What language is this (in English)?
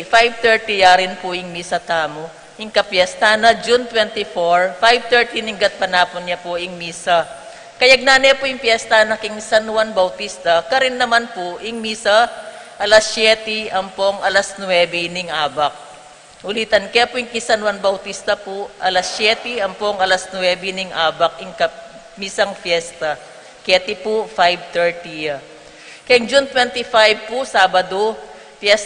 Pampanga